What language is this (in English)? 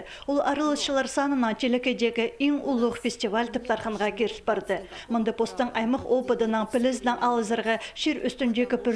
Khakas